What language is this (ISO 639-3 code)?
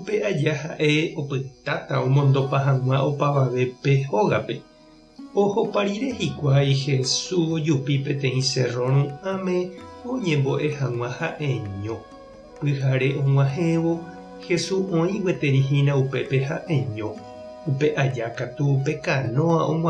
grn